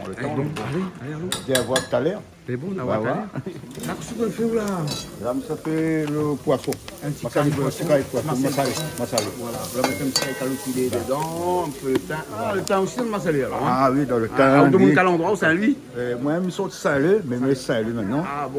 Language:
Réunion Creole French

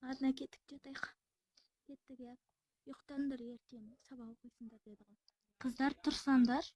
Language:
Kazakh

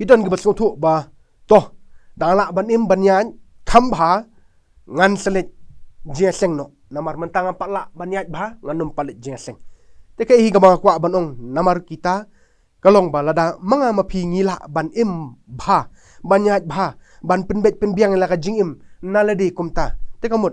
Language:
Khasi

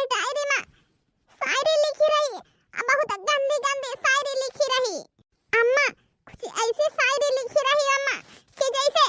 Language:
Awadhi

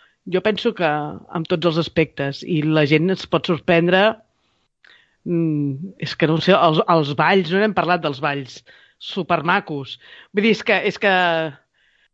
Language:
Catalan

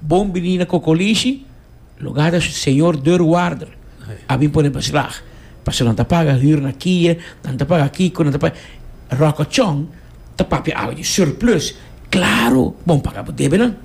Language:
Papiamento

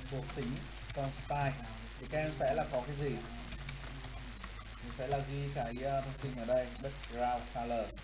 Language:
Vietnamese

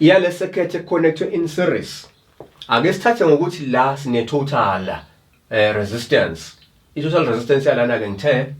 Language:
Zulu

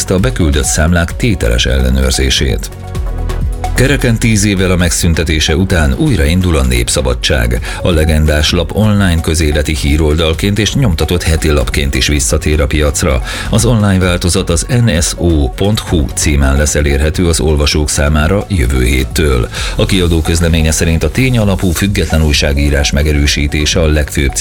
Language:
Hungarian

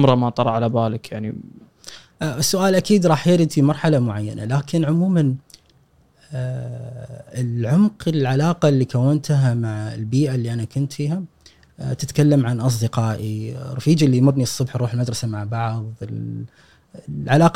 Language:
Gulf Arabic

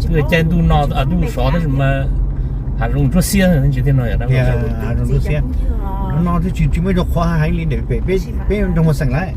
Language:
Hmong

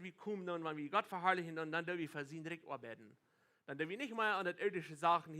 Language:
Plautdietsch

